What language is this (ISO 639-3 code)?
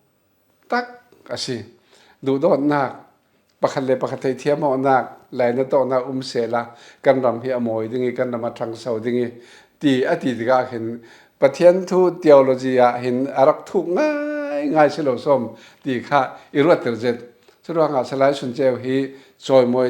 cfm